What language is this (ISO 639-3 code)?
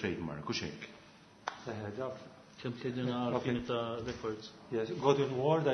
mlt